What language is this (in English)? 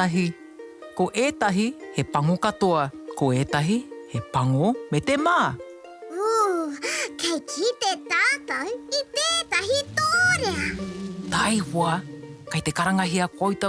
Māori